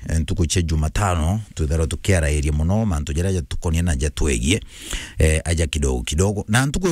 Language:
Meru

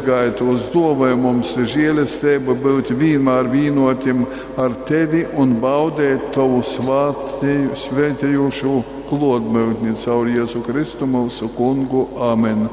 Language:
Latgalian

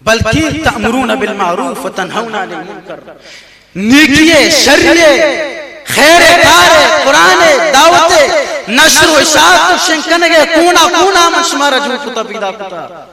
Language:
Baluchi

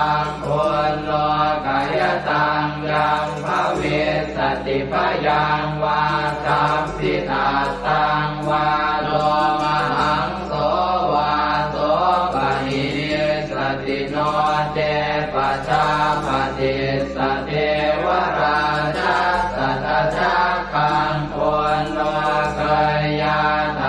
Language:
Pali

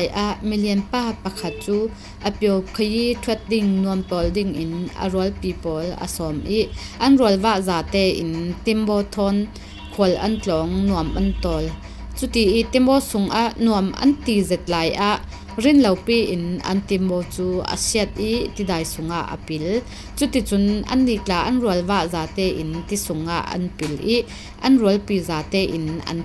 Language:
Falam Chin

